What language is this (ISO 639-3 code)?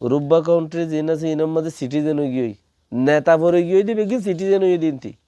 rhg